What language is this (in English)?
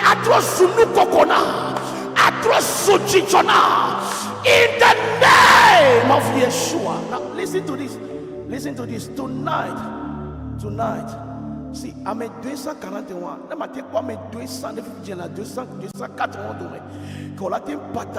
Ewe